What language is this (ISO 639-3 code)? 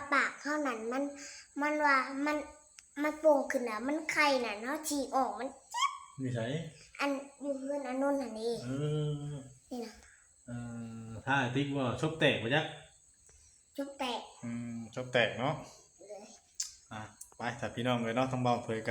tts